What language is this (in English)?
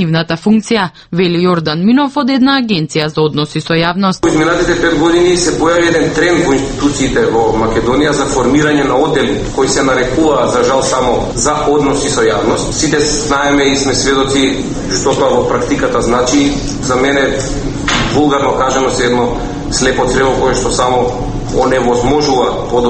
Macedonian